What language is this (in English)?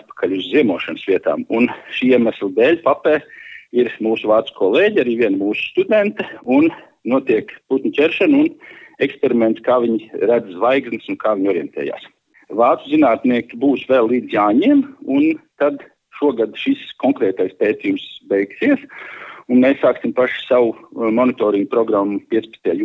Latvian